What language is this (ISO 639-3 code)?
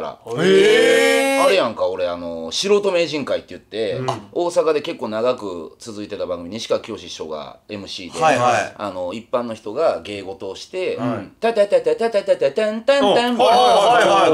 jpn